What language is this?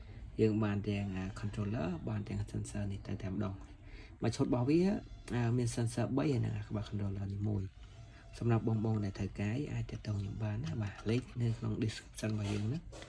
Khmer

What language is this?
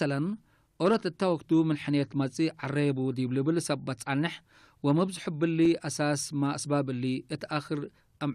Tigre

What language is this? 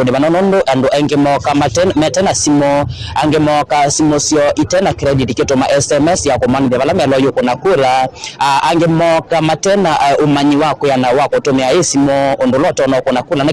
Kamba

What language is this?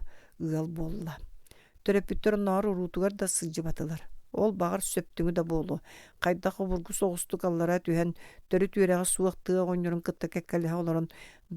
Yakut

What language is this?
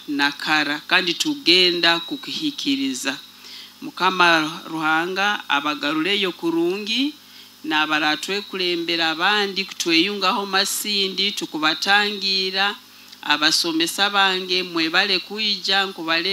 Nyoro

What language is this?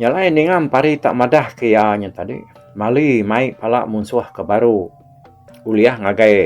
Iban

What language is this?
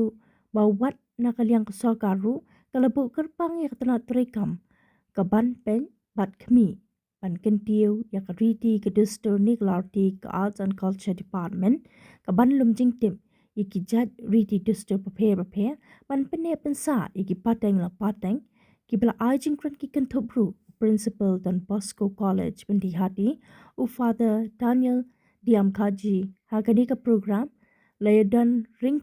Khasi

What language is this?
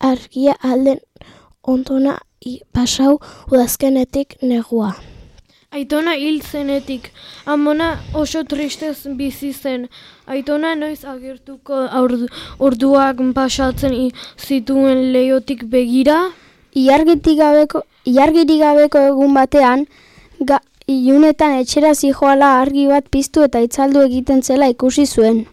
Basque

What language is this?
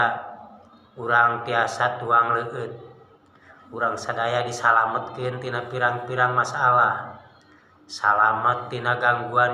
Sundanese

